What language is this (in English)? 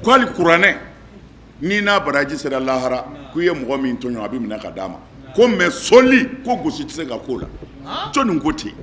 Bambara